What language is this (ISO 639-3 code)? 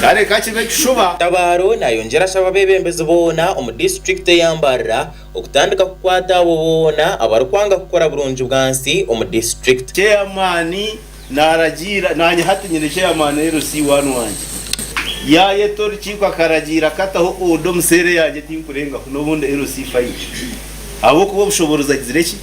nyn